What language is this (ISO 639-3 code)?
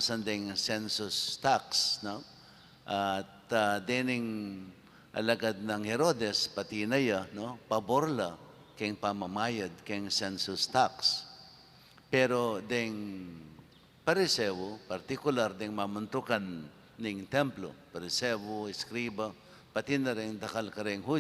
pam